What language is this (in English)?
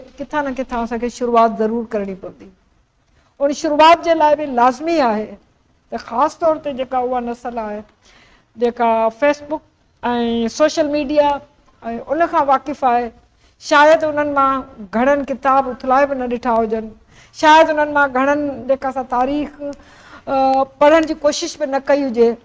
Sindhi